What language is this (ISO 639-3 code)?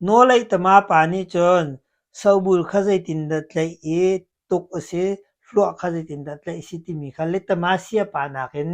cnh